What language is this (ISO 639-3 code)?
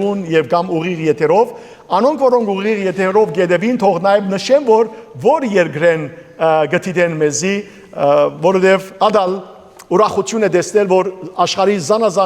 hyw